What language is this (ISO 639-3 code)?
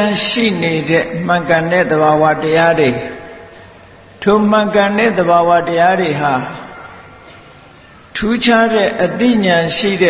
mya